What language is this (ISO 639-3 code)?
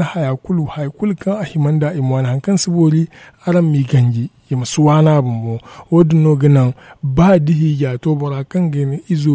dje